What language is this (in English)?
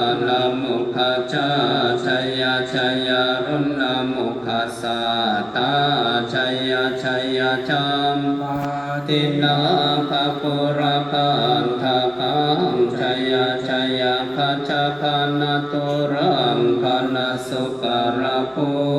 Pali